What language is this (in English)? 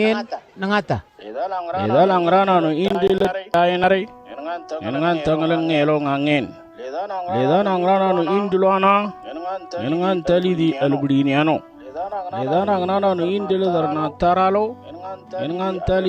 Moro